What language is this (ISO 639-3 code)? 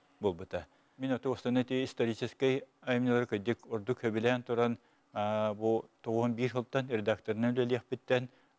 sah